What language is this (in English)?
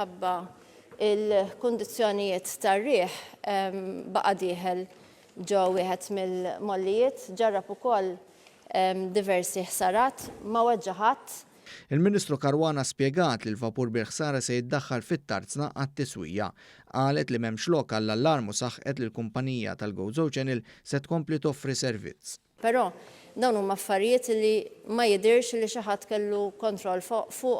Maltese